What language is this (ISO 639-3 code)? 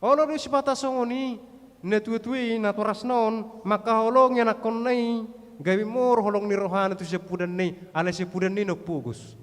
bbc